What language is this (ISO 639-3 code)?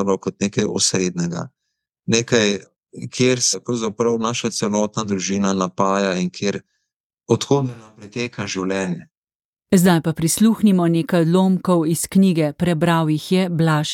slv